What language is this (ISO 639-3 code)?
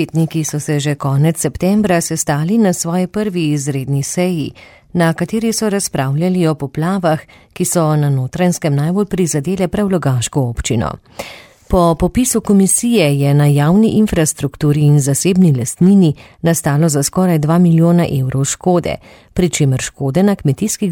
slv